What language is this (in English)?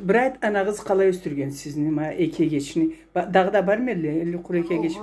Karachay-Balkar